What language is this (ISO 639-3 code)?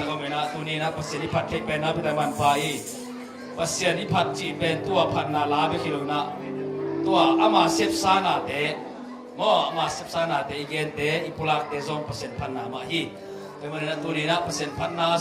ctd